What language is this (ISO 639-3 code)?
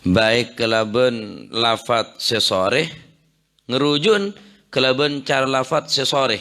mad